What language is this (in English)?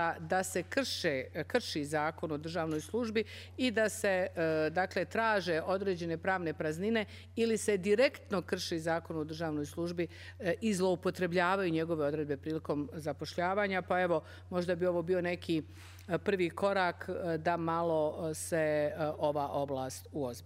Bosnian